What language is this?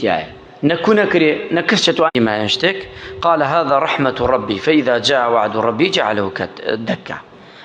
Central Kurdish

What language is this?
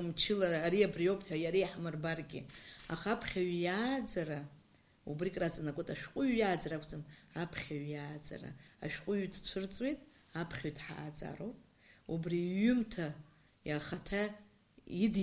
Abkhazian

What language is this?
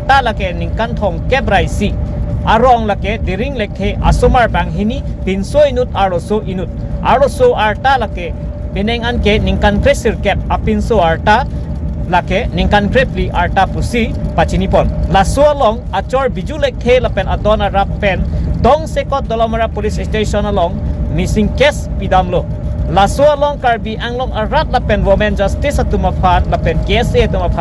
Karbi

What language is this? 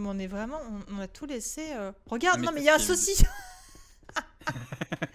French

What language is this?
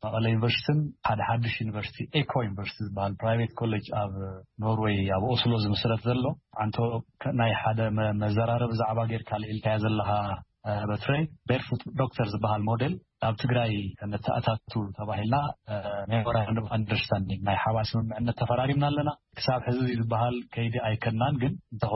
Tigrinya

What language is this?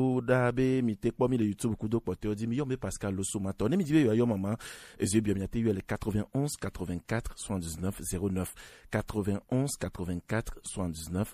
Gen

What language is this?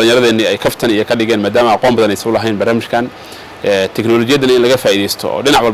Somali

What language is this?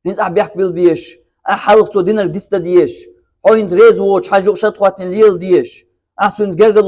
Chechen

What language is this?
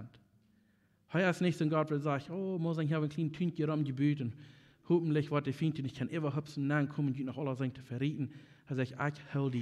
Plautdietsch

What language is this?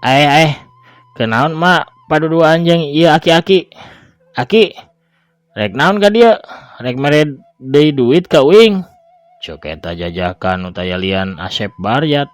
Sundanese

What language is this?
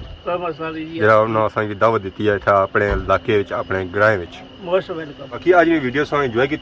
Pahari-Potwari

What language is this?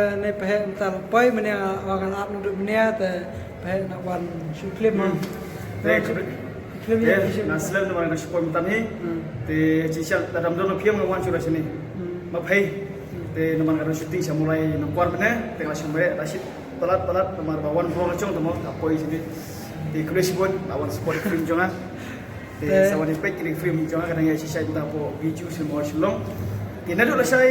Khasi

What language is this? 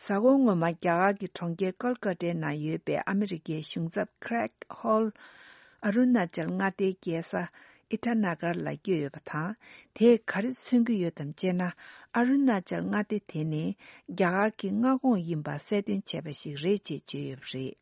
Tibetan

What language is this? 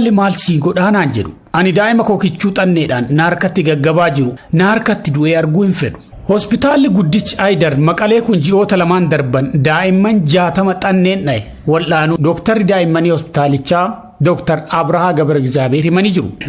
Oromo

